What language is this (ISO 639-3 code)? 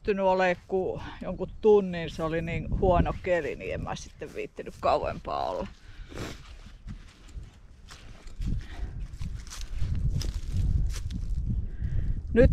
fin